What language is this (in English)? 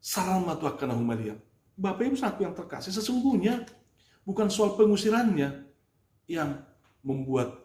Batak Toba